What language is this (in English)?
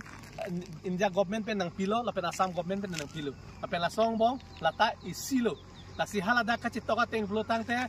Karbi